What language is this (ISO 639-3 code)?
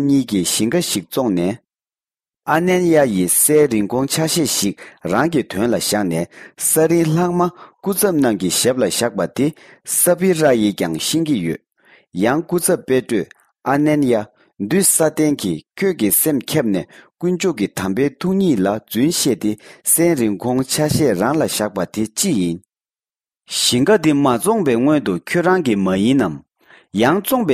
bod